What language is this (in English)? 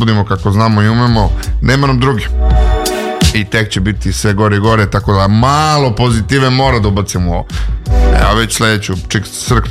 Serbian